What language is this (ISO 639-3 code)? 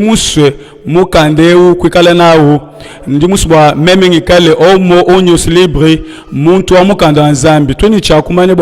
lua